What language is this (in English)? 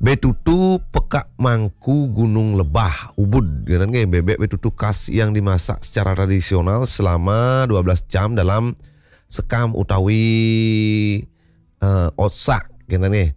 Balinese